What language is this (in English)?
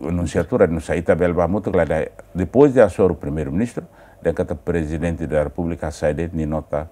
Tetum